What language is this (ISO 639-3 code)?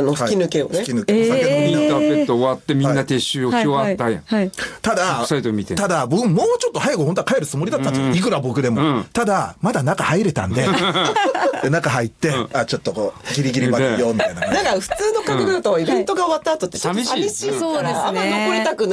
jpn